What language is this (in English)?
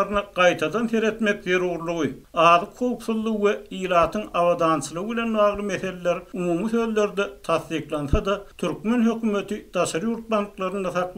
Turkmen